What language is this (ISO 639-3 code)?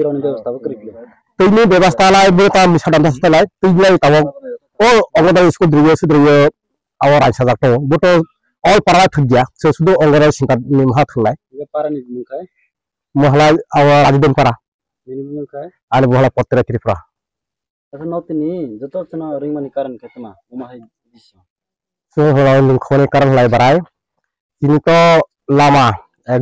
ria